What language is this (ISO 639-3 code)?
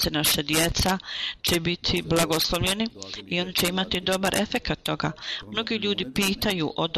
bos